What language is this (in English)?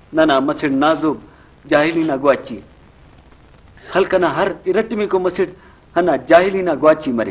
Brahui